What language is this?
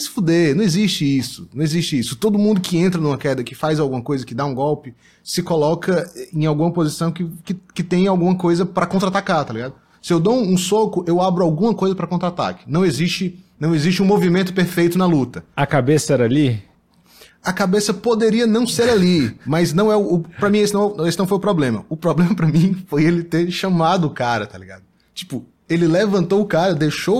Portuguese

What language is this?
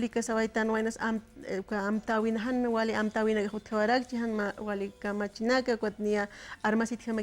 Aymara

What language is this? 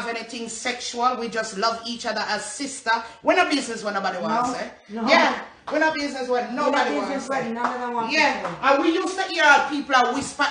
Jamaican Creole English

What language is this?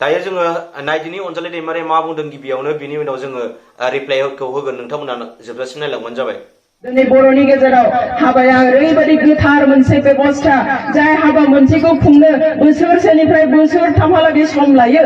Bodo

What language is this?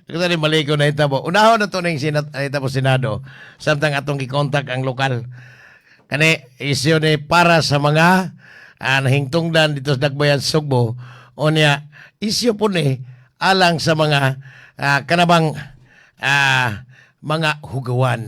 Cebuano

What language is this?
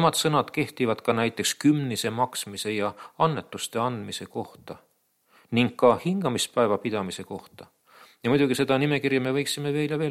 Estonian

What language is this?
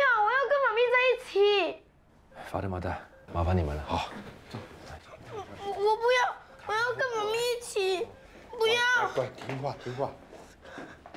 Chinese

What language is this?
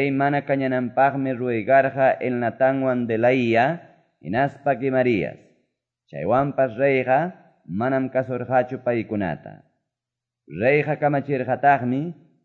Quechua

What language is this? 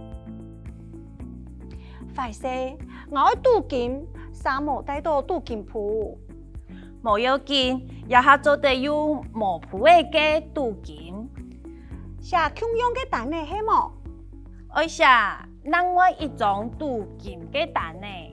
Hakka Chinese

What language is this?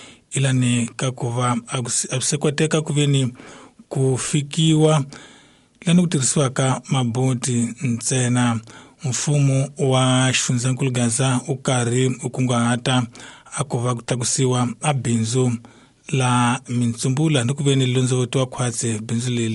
Tsonga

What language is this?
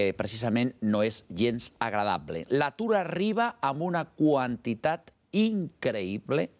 Catalan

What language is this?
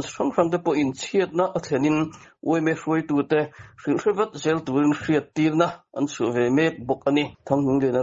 Mizo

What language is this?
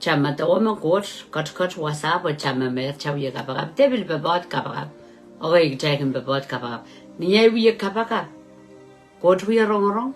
Pohnpeian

